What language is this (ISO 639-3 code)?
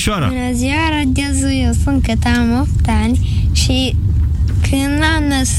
ron